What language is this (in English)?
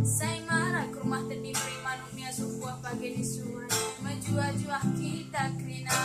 Batak Karo